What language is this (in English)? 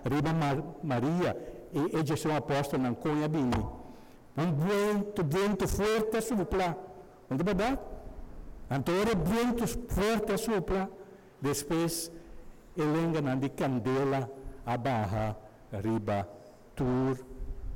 Papiamento